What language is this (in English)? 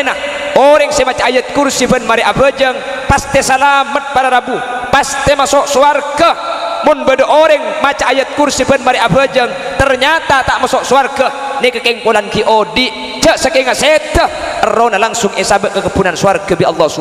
Madurese